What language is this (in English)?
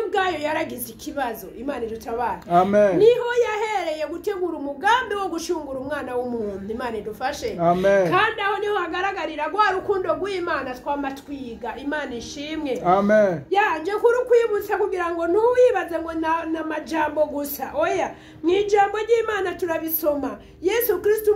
Rundi